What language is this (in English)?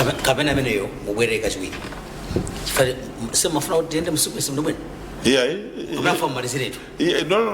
Nyanja